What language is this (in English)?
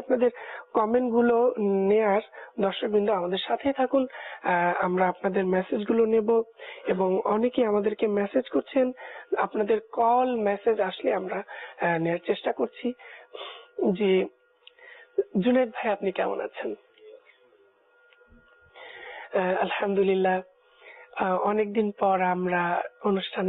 Bangla